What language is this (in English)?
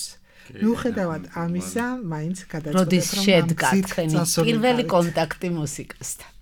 Georgian